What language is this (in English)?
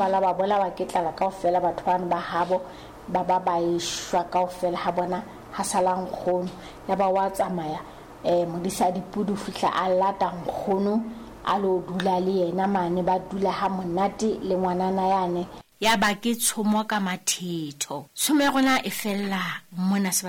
Southern Sotho